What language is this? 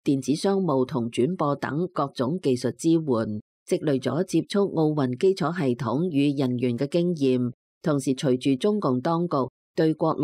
Cantonese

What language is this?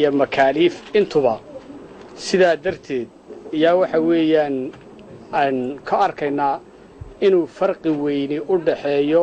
Somali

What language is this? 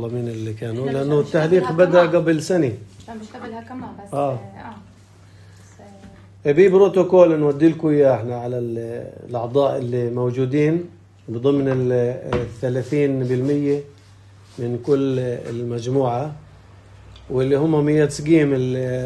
North Levantine Arabic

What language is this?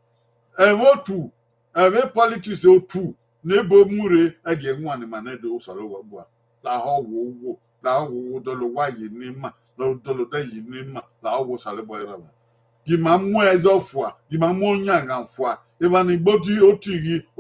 Bini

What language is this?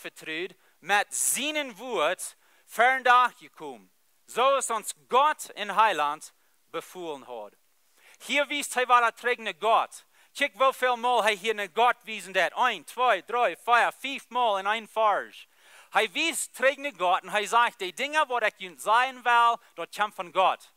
Plautdietsch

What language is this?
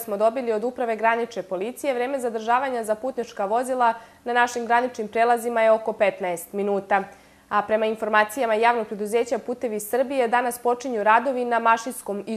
Serbian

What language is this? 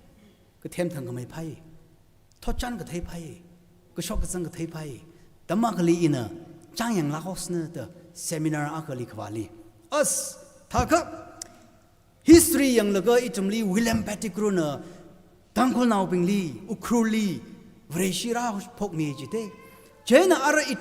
Tangkhul Naga (India)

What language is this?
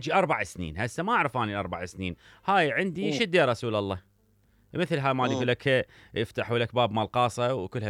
Mesopotamian Arabic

